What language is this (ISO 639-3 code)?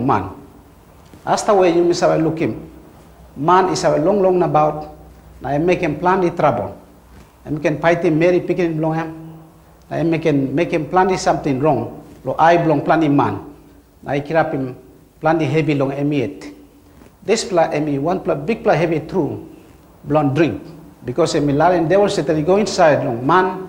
tpi